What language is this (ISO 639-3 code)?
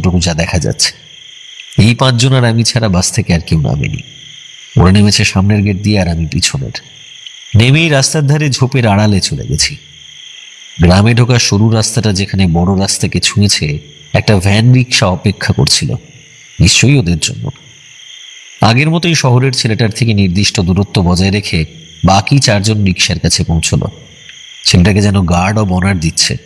ben